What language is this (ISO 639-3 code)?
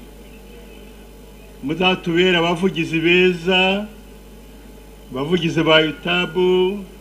kin